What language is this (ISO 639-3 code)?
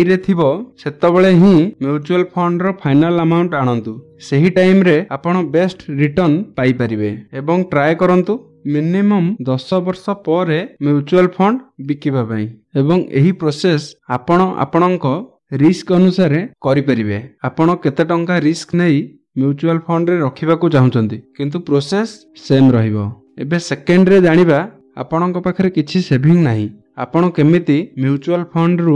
ori